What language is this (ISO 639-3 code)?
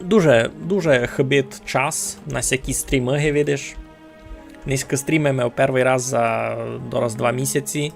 rue